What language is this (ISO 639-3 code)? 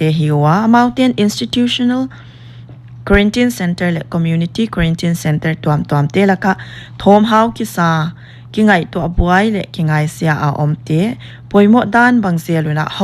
pck